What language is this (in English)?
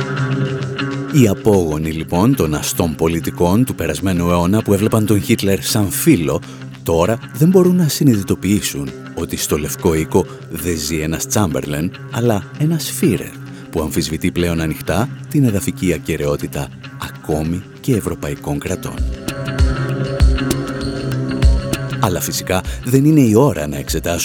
Greek